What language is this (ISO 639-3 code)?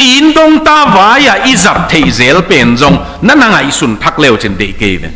ctd